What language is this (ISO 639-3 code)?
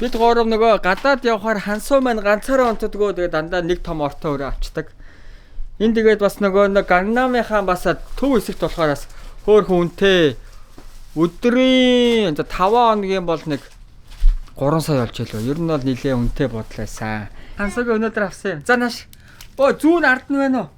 mon